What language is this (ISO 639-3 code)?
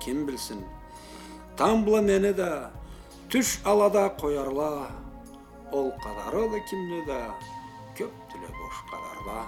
krc